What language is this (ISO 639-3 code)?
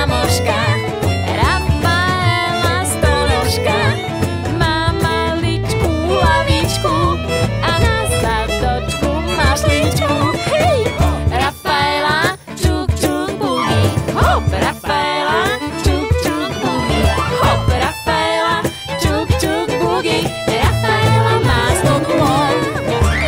slk